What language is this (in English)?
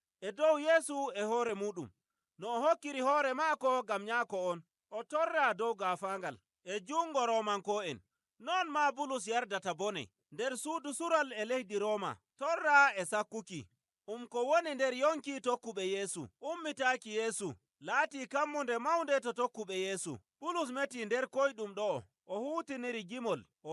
Nigerian Fulfulde